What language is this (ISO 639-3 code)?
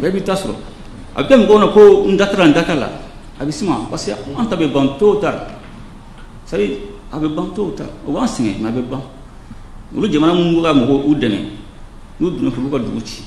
bam